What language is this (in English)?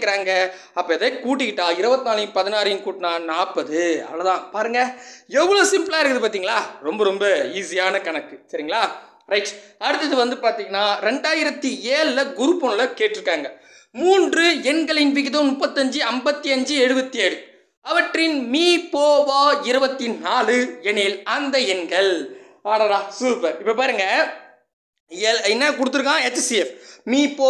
Tamil